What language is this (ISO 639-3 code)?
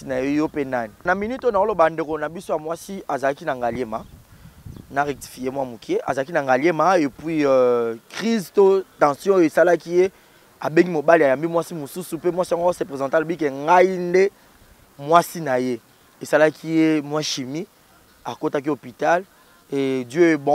lin